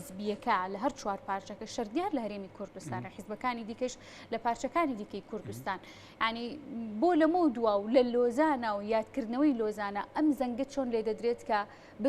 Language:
Central Kurdish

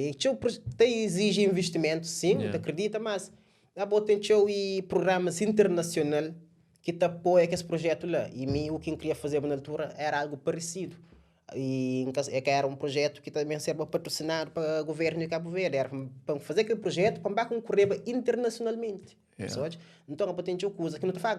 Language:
Kabuverdianu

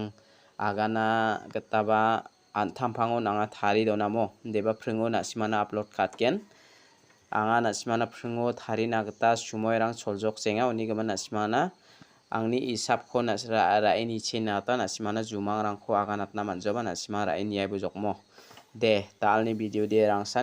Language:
Garo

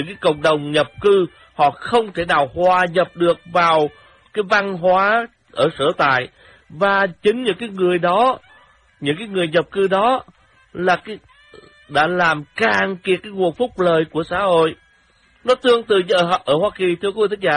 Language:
Vietnamese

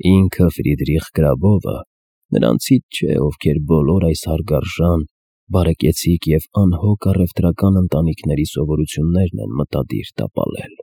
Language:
Armenian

